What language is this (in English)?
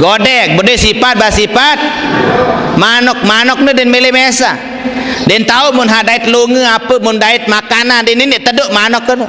Sasak